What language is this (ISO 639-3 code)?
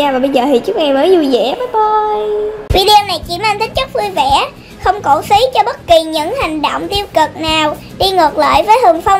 vie